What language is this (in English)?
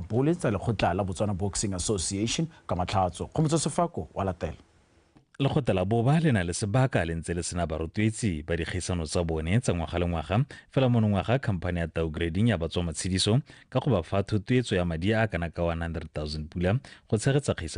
Tswana